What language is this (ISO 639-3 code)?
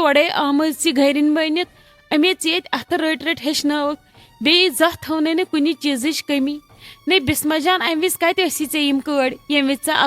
kas